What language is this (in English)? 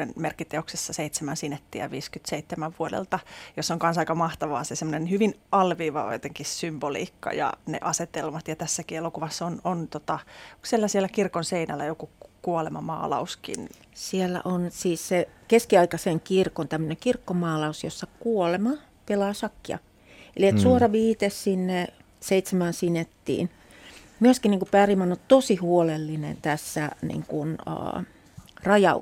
Finnish